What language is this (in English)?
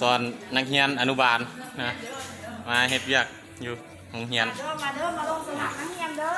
Lao